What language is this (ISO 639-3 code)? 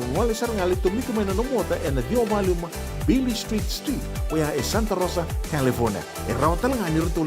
fij